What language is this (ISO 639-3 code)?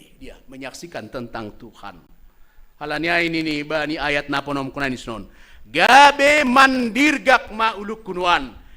bts